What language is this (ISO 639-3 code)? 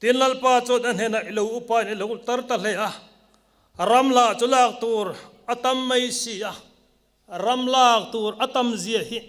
lus